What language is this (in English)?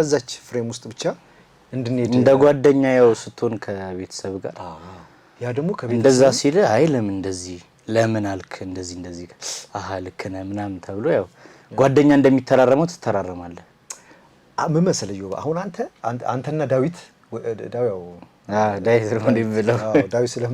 Amharic